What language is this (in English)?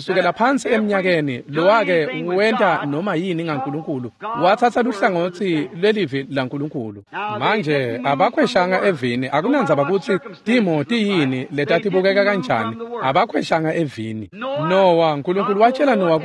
Swati